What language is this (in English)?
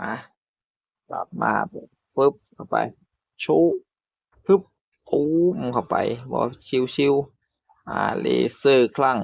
Northeastern Thai